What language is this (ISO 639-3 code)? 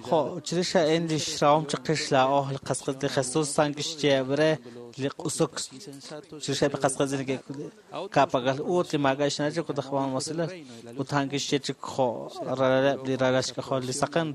kek